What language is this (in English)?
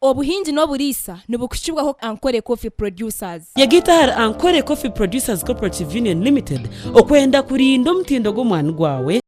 Nyankole